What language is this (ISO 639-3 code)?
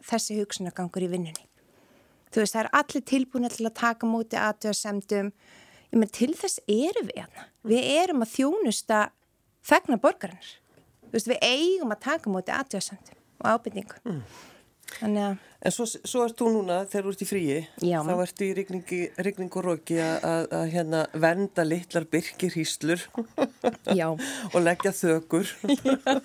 isl